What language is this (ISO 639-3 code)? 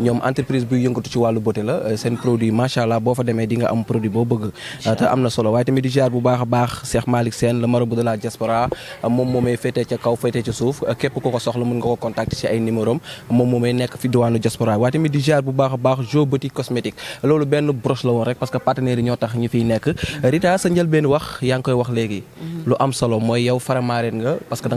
wol